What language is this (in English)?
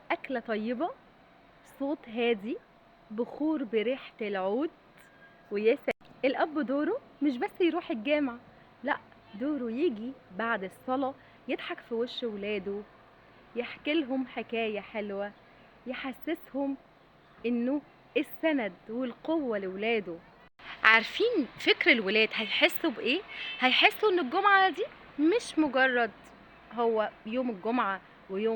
Egyptian Arabic